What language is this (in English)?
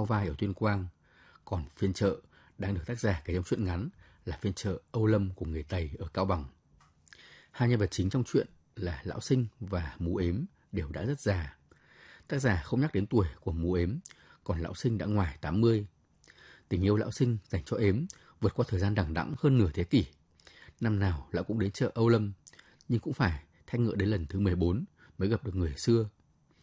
Vietnamese